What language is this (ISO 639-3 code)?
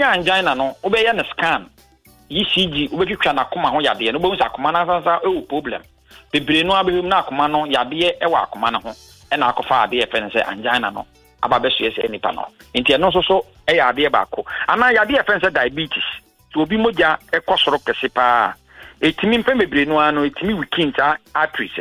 aka